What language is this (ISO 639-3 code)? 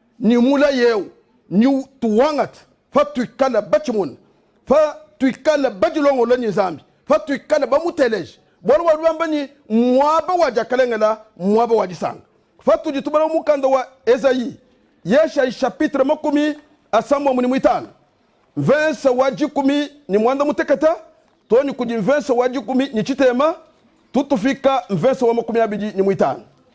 lua